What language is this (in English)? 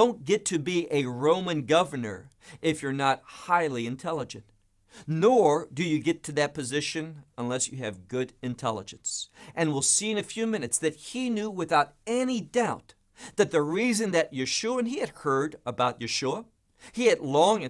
English